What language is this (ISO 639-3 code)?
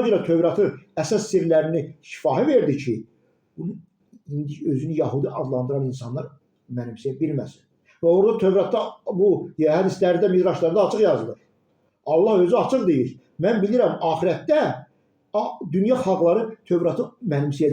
aze